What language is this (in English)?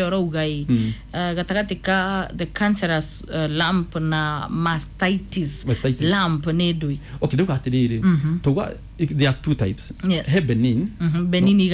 Kikuyu